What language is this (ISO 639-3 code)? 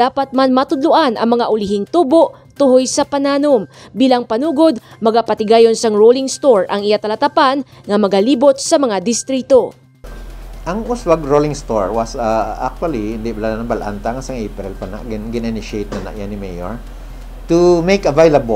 hil